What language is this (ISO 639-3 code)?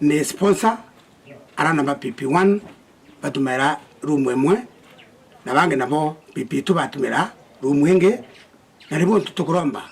mer